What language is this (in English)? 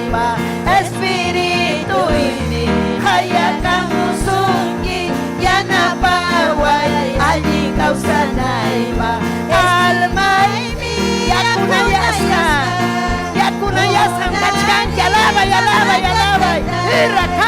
Ayacucho Quechua